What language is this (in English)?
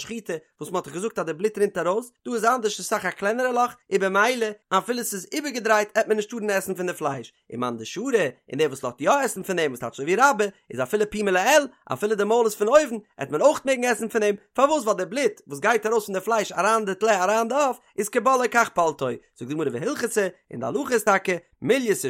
Yiddish